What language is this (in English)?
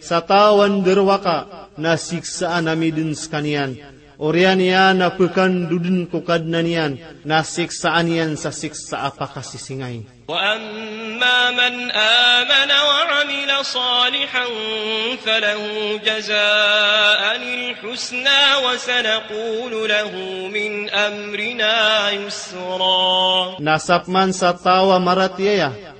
Maranao